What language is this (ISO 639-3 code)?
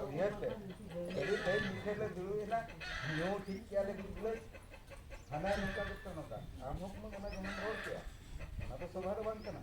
sat